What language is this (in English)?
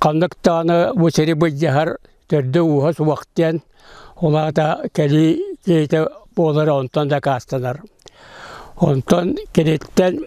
Yakut